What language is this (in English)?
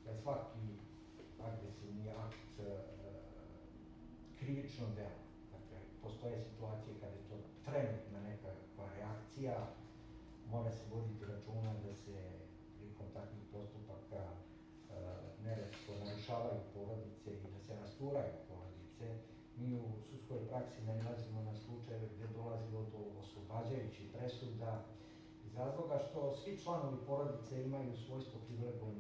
Serbian